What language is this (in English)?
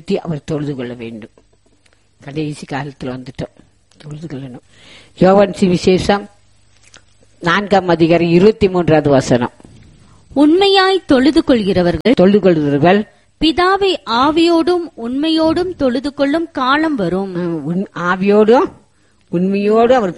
Tamil